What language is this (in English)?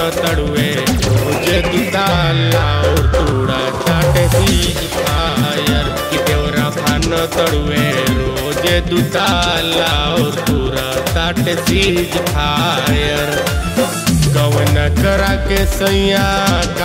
Bhojpuri